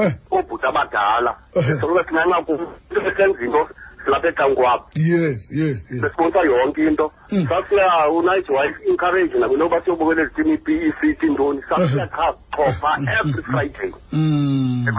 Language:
Xhosa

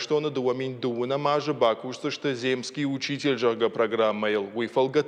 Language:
Ossetic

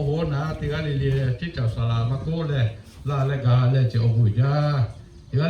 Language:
Lahu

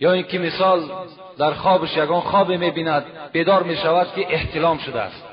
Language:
Tajik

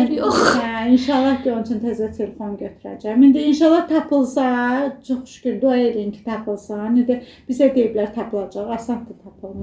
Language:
Azerbaijani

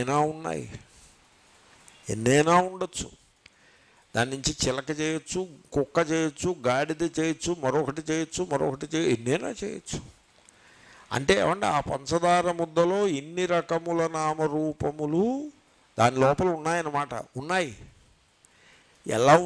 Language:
Telugu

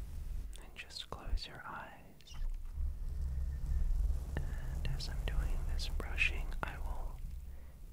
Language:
English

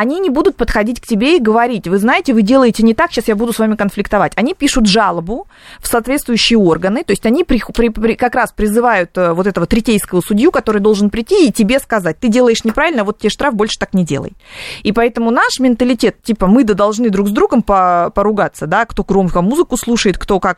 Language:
Russian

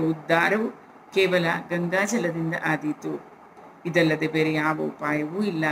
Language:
Kannada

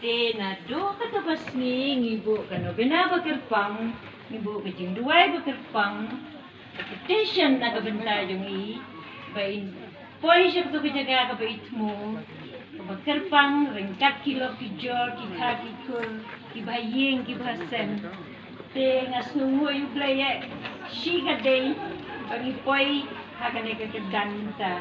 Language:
Khasi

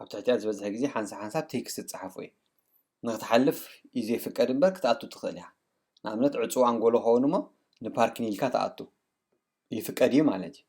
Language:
Tigrinya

